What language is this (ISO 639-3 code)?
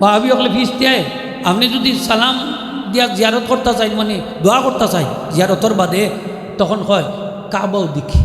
syl